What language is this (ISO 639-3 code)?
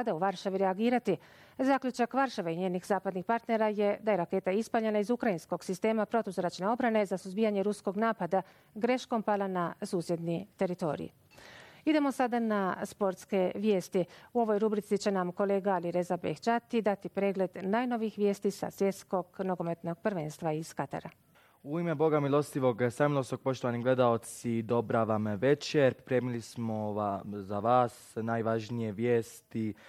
bos